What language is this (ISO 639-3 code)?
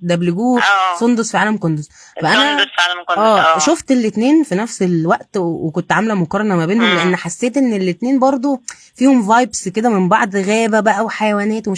arz